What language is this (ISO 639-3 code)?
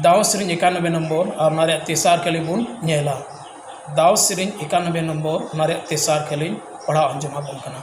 sat